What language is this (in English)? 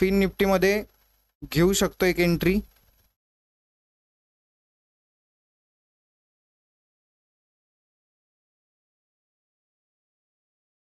Marathi